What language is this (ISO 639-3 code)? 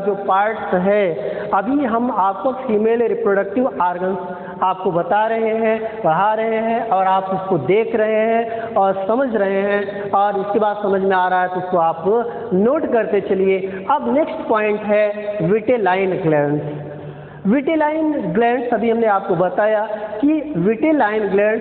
hin